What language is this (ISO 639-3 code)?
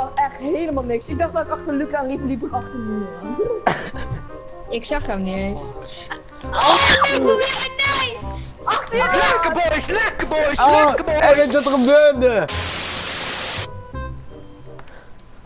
nld